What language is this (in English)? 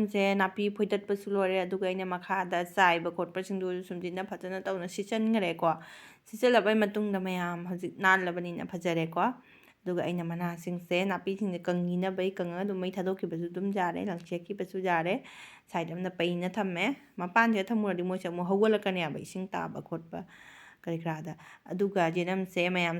Manipuri